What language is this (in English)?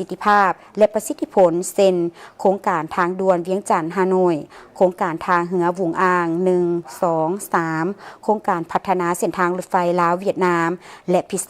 Lao